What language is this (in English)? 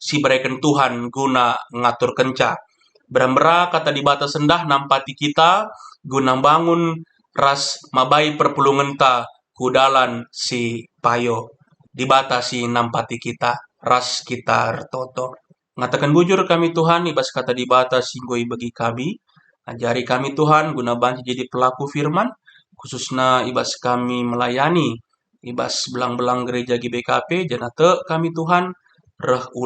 Batak Karo